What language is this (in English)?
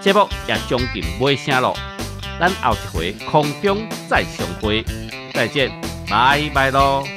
Min Nan Chinese